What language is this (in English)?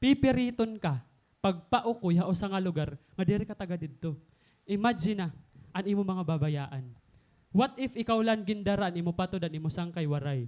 Waray